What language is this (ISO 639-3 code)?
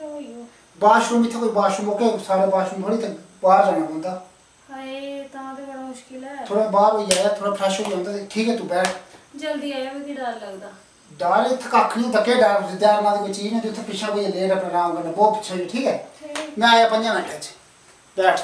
doi